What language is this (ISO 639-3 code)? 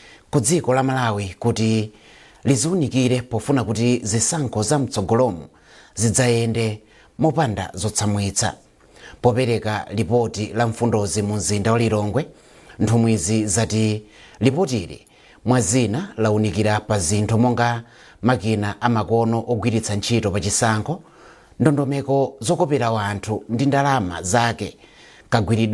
nya